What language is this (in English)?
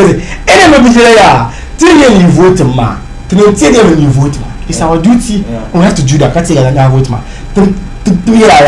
Dagbani